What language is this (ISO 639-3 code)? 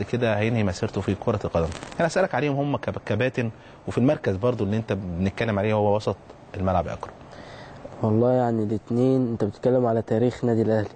arz